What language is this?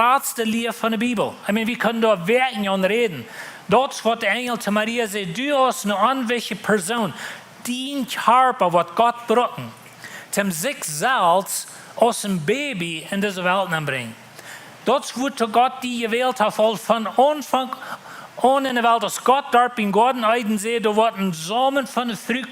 Plautdietsch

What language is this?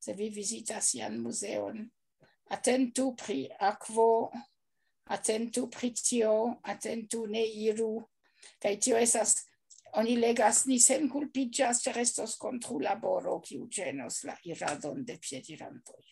Esperanto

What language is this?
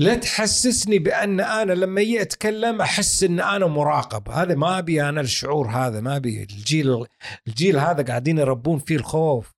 Gulf Arabic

